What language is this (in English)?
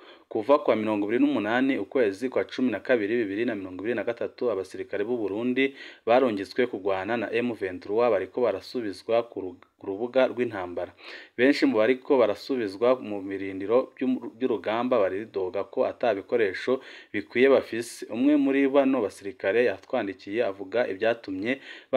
Rundi